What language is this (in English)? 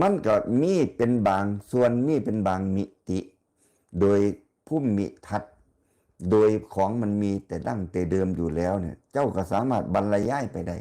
Northeastern Thai